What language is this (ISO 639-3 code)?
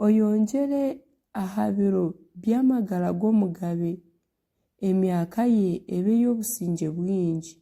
nyn